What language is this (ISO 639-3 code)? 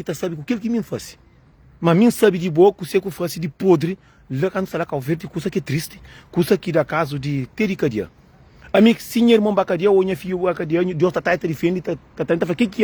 kea